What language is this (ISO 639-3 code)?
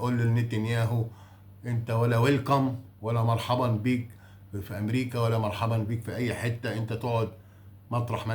arz